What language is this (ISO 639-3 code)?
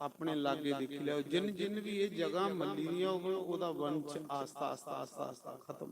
doi